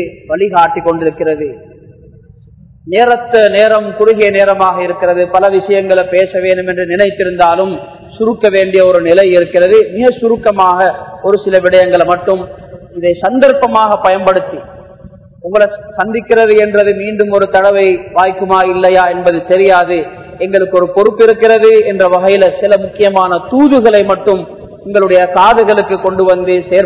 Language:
Tamil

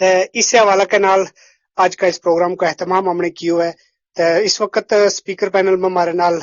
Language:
Gujari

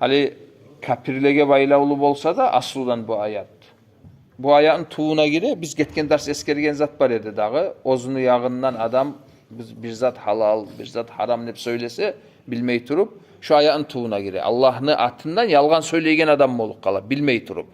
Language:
Kumyk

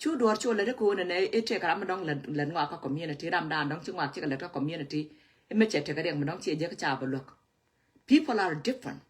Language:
Nuer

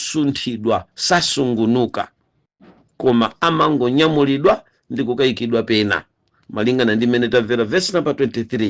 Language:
Nyanja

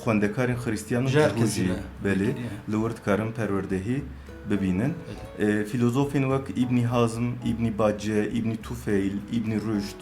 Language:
Kurdish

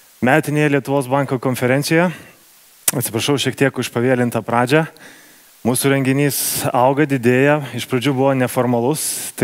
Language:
Lithuanian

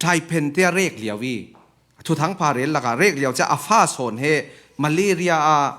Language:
Falam Chin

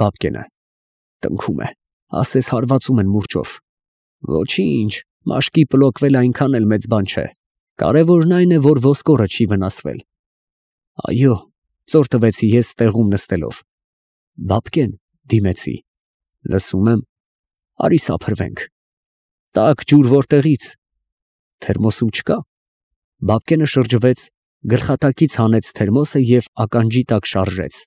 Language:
Armenian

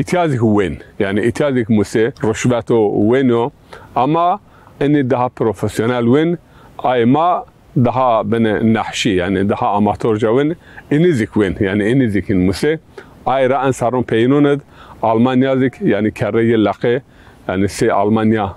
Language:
Zaza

